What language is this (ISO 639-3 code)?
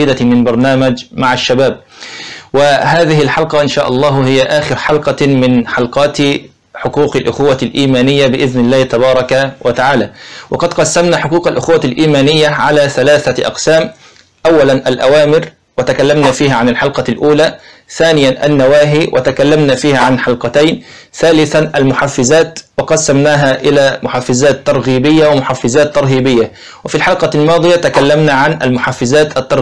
ara